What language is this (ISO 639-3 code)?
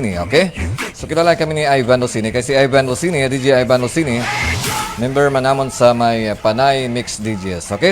hil